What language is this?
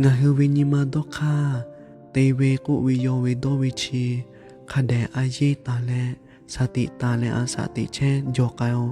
Lahu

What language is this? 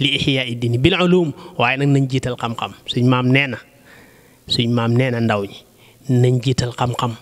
Wolof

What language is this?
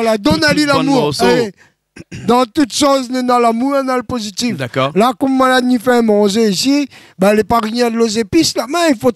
Réunion Creole French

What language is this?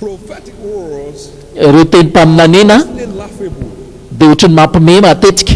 Malagasy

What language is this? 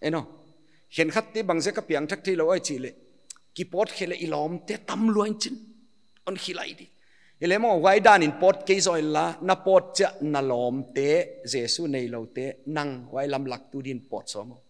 Paite Chin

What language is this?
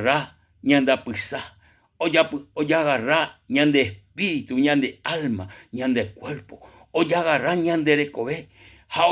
Guarani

